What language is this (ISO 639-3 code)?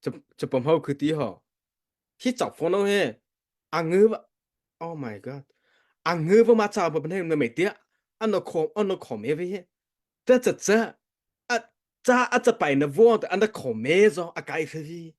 mrh